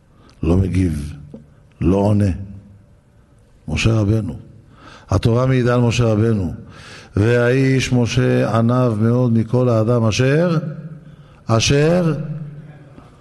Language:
Hebrew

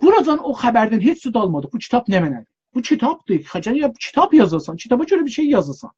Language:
South Azerbaijani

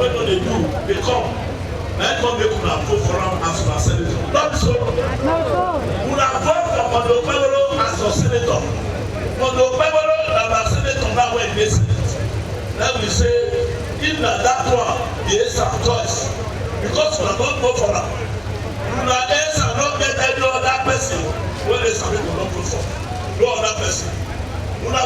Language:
Nigerian Pidgin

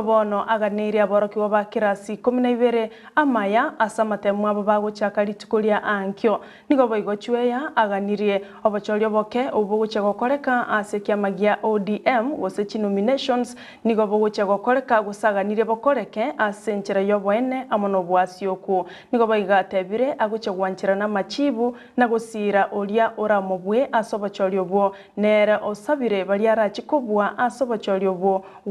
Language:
Gusii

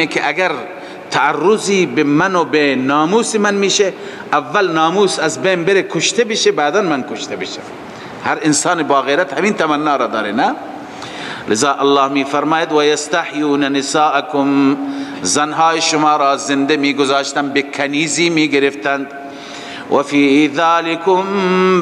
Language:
Persian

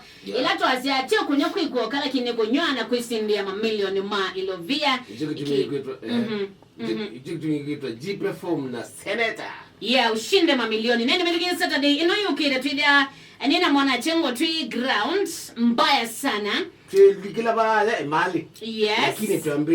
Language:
Kamba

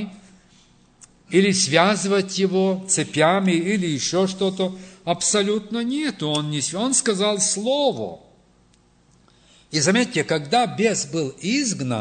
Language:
Russian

